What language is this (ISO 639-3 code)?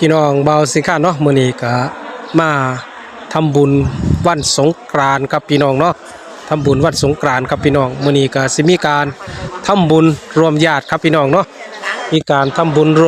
tts